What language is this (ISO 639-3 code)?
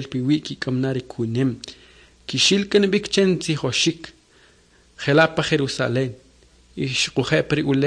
quc